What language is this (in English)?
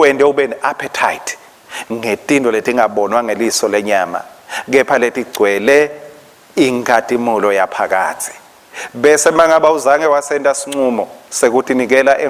Swati